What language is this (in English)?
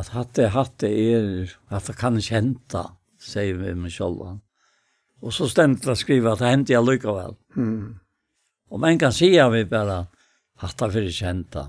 Faroese